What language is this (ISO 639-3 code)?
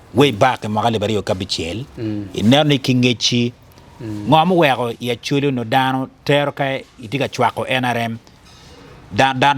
ach